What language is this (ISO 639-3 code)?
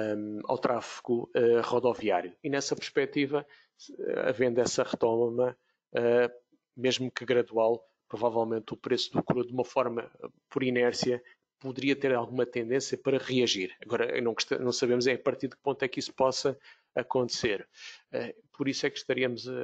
por